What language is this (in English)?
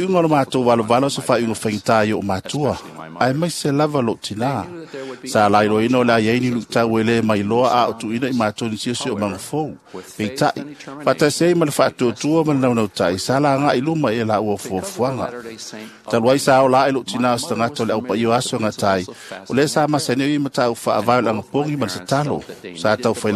Samoan